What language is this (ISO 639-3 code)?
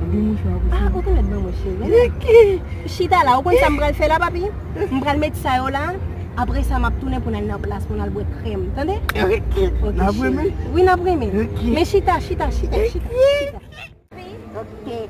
hat